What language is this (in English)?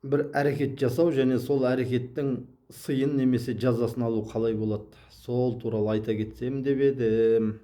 Kazakh